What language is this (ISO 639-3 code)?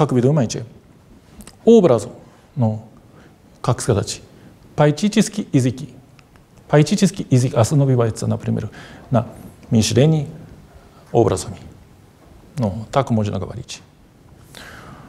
rus